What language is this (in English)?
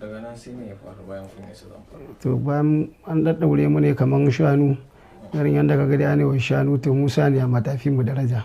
Hausa